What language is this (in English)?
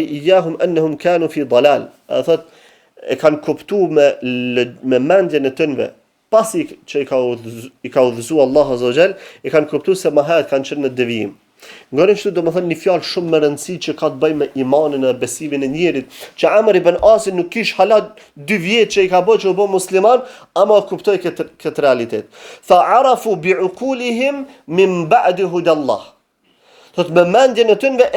Albanian